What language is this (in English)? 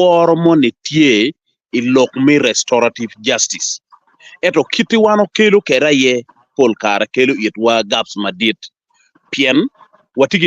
Acoli